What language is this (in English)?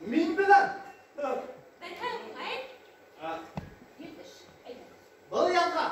Bashkir